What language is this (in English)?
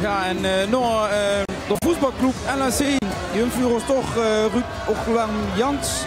Limburgish